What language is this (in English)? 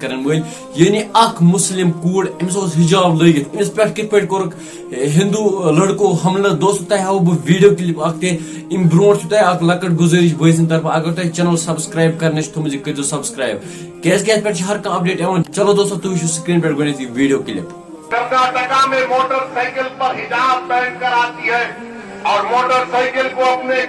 Kashmiri